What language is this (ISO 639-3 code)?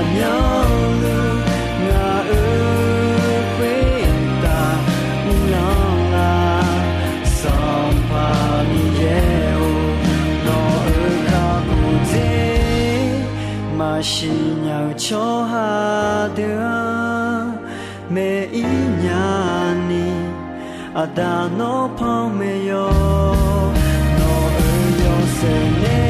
ahk